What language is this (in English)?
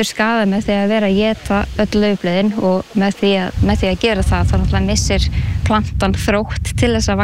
Icelandic